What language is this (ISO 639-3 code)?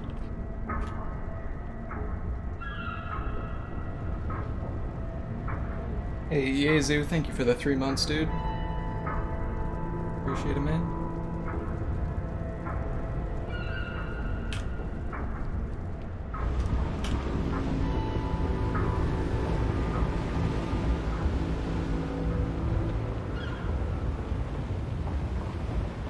eng